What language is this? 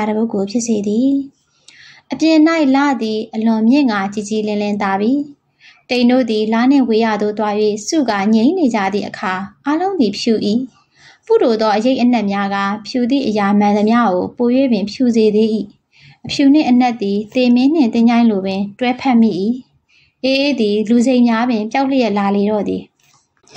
Burmese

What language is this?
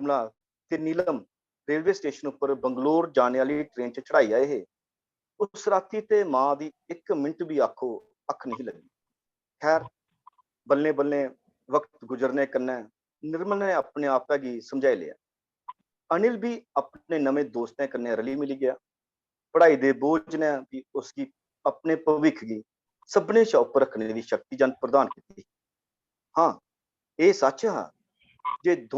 Dogri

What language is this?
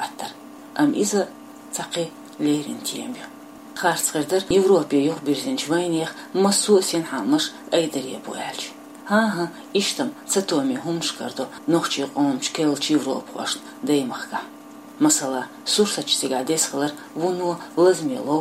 Chechen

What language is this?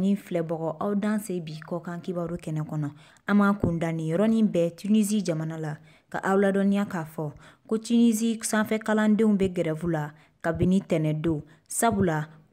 Bambara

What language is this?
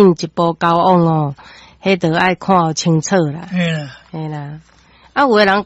Min Nan Chinese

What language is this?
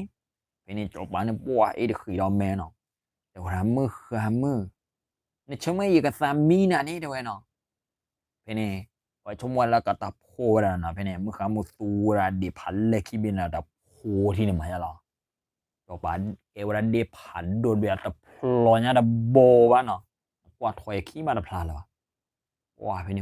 S'gaw Karen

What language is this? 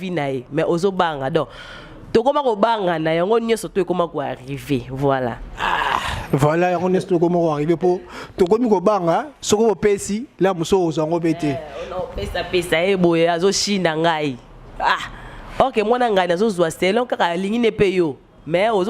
Lingala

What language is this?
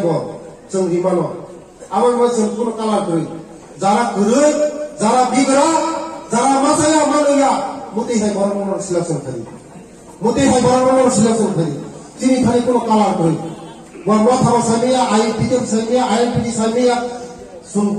Riang (India)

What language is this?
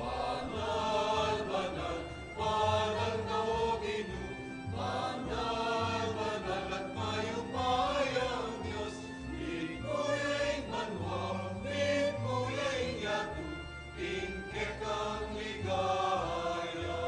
Pampanga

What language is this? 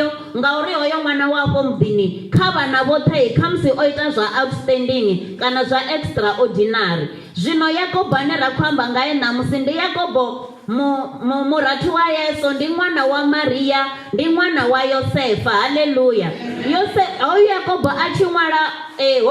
Venda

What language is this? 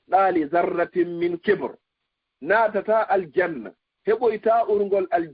Fula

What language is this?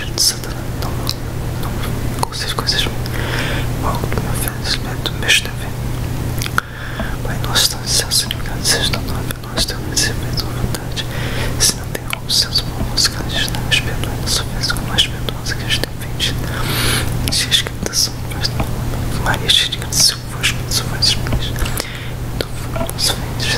Portuguese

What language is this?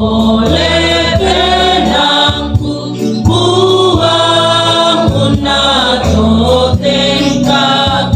Toraja-Sa'dan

